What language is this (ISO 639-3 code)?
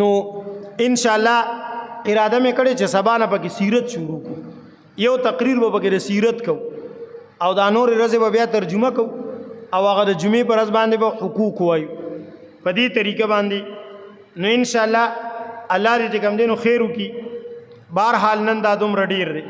pus